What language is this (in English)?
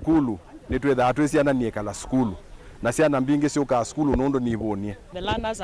Kamba